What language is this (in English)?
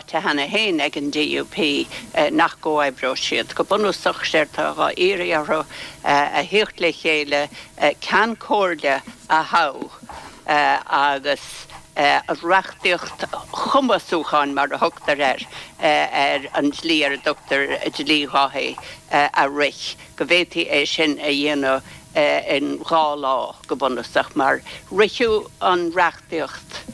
Irish